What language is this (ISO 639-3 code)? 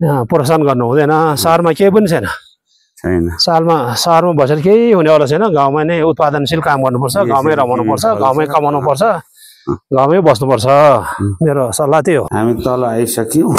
nep